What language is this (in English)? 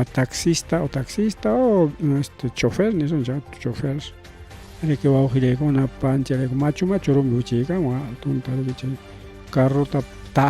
Ayacucho Quechua